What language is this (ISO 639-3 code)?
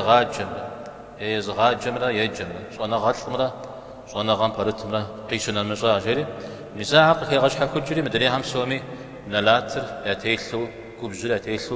kbd